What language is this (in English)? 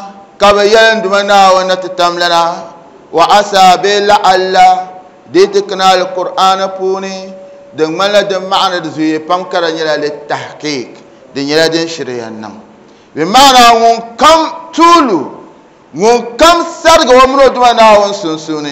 Dagbani